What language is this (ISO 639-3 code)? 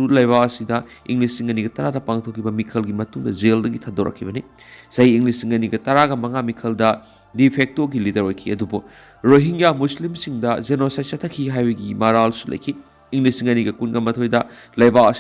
mni